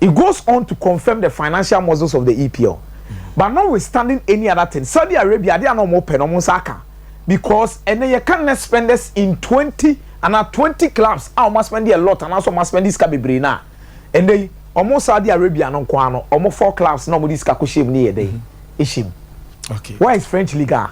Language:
Akan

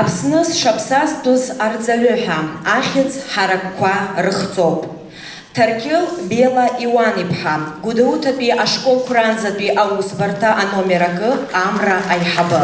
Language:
Abkhazian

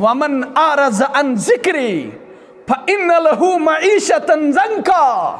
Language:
Kashmiri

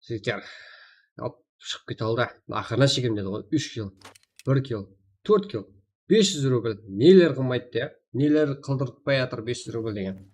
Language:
Kara-Kalpak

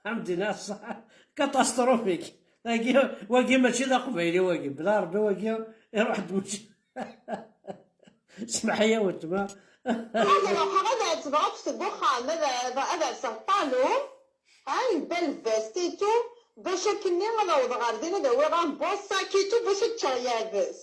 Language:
Kabyle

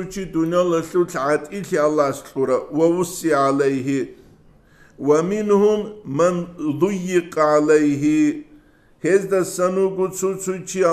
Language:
Avaric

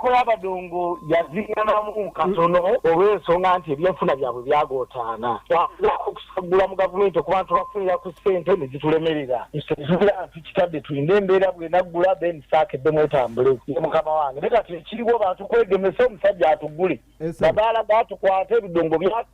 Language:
Ganda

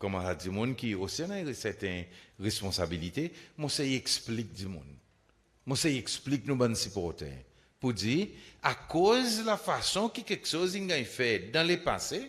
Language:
Seselwa Creole French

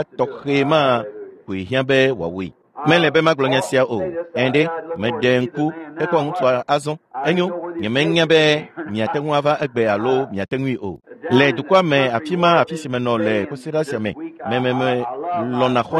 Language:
Ewe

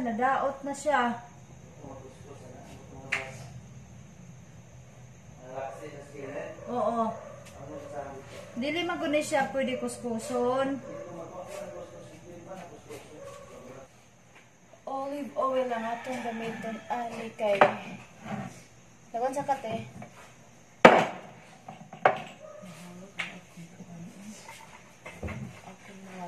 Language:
Cebuano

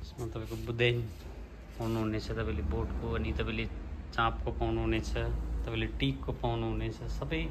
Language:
Nepali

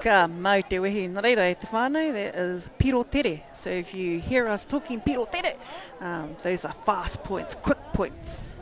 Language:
Māori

